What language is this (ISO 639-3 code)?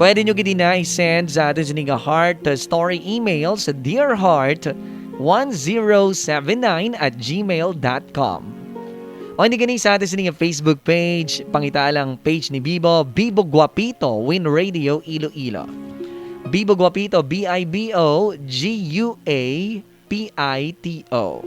hil